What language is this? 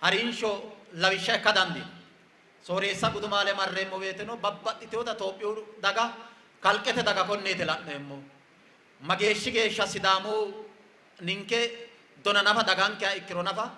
Sidamo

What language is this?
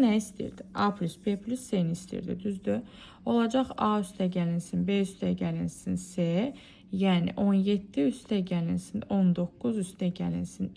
Azerbaijani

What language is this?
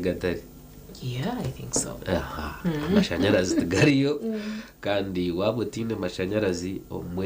Nyankole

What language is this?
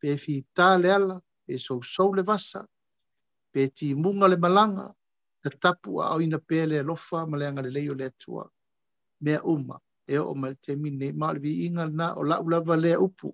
Samoan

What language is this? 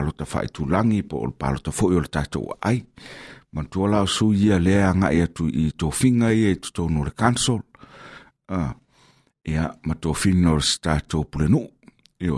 Samoan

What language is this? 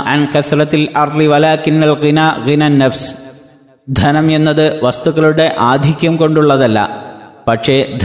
Malayalam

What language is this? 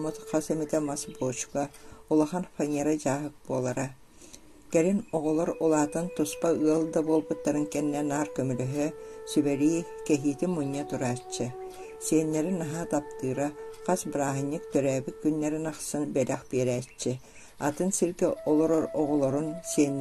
Yakut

